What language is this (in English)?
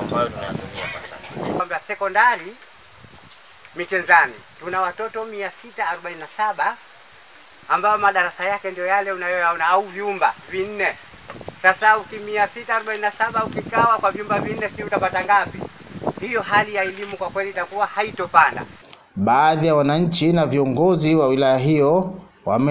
Swahili